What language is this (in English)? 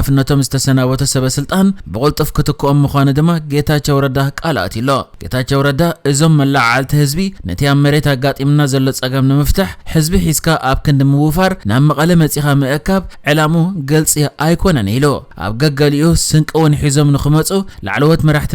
Tigrinya